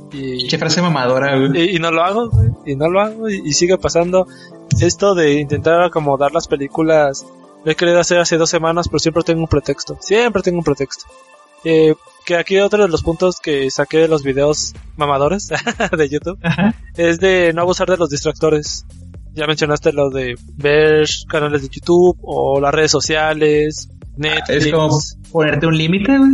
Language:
Spanish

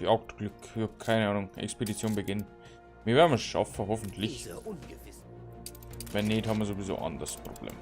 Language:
Bavarian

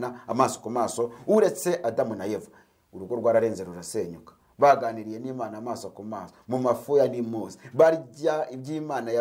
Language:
Kinyarwanda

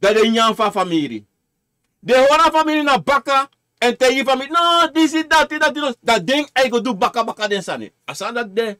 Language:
Sranan Tongo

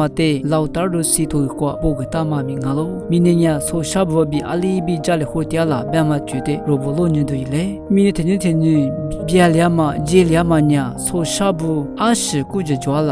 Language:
Lisu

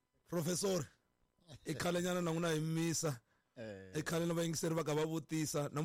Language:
Tsonga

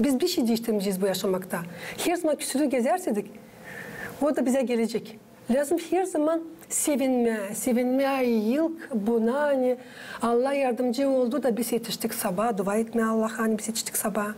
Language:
Gagauz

